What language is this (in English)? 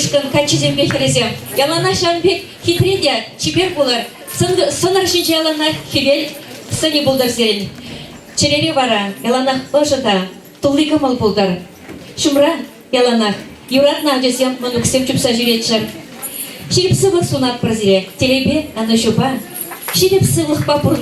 Chuvash